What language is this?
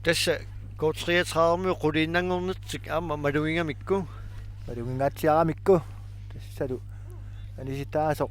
Kalaallisut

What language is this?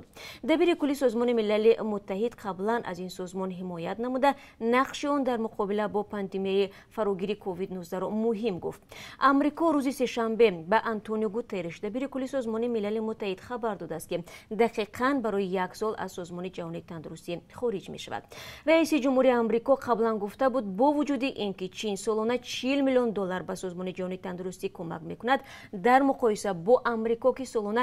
Tajik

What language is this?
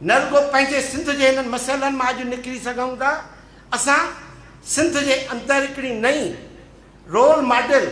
Sindhi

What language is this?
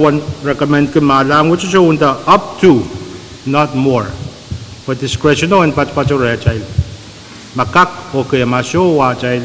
Pohnpeian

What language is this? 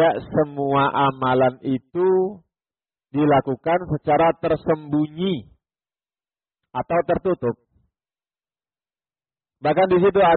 Indonesian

